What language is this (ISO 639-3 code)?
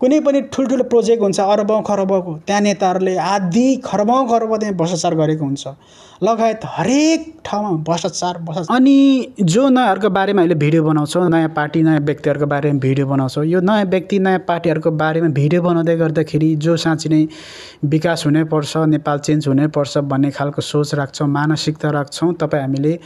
nep